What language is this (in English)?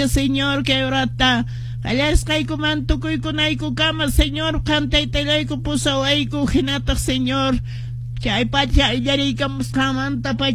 Quechua